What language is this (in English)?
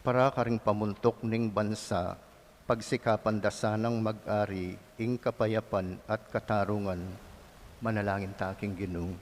Pampanga